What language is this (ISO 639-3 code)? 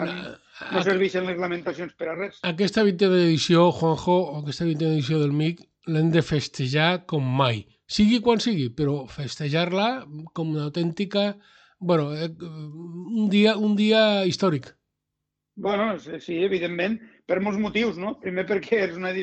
cat